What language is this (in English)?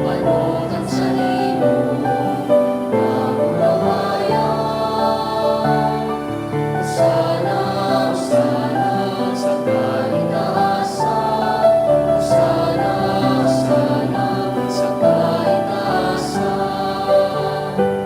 Bikol